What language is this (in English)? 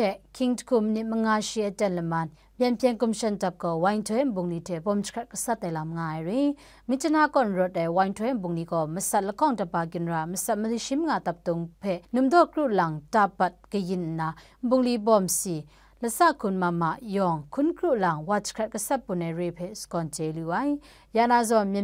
Kachin